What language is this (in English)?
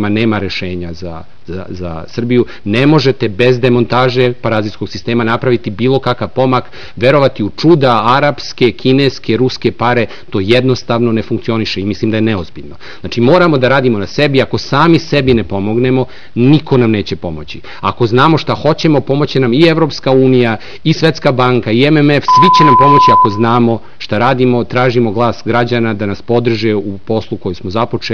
Serbian